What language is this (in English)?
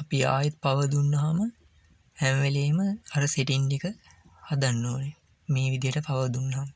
Sinhala